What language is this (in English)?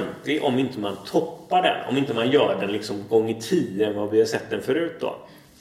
Swedish